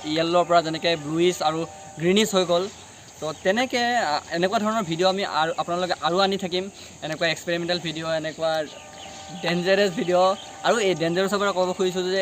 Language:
Assamese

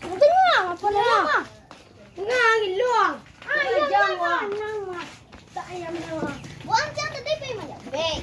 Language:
Minangkabau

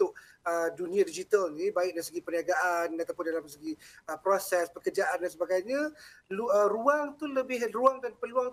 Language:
Malay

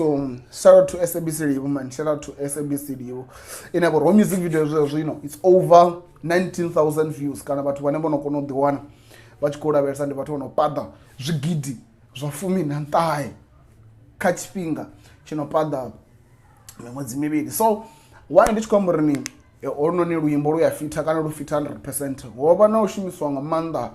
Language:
Venda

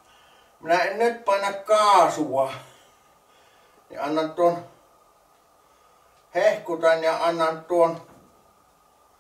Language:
Finnish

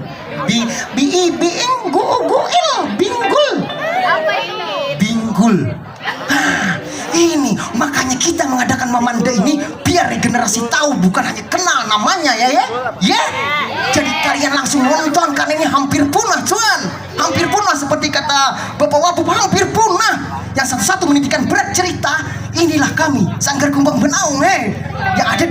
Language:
Banjar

